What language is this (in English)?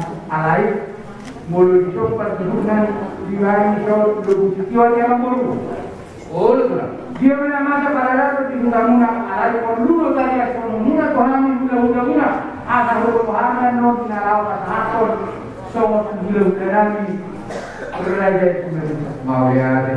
Batak Toba